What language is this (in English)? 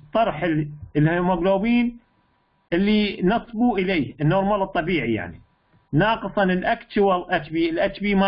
Mesopotamian Arabic